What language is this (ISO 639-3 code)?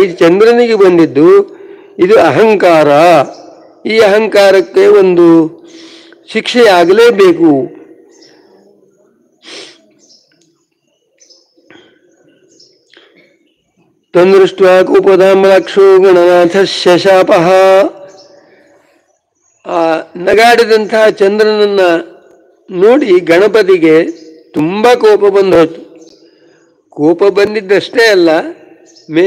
kan